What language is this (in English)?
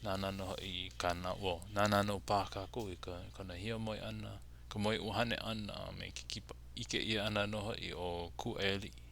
Hawaiian